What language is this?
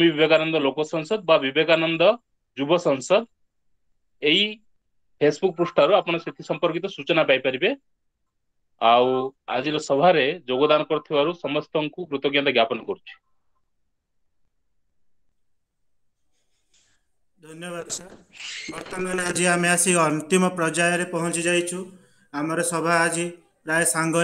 Odia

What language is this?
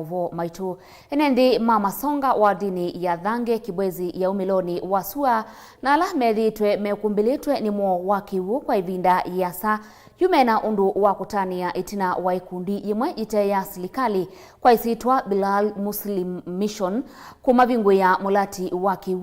Kamba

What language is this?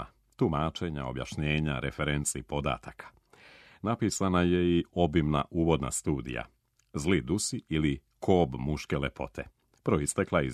Serbian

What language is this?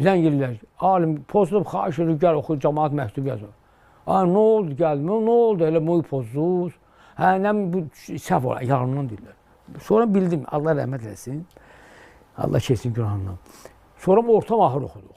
Azerbaijani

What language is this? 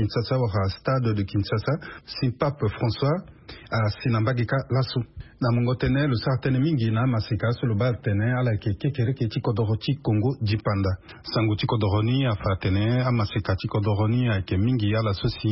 Sango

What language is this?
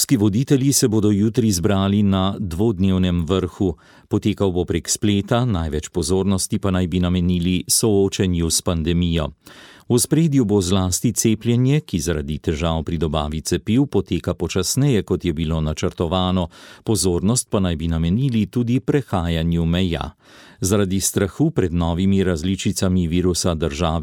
Slovenian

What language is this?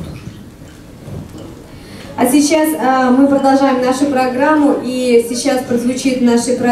Russian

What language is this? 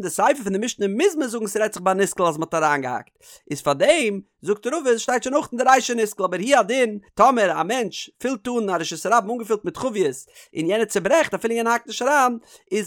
Yiddish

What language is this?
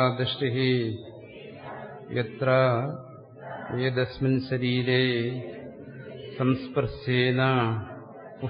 Malayalam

